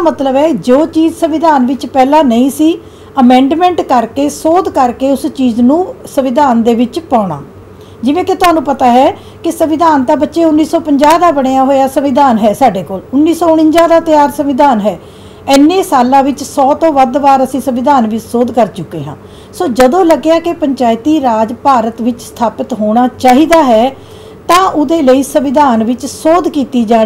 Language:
Punjabi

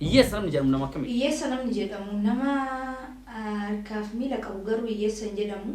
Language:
Oromo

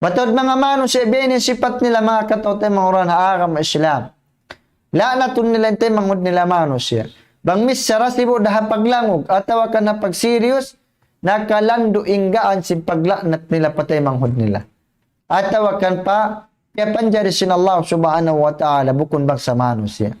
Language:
Tausug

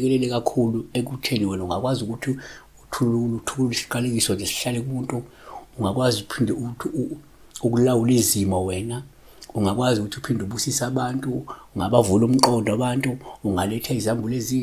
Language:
Zulu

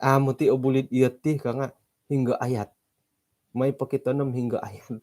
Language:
Central Dusun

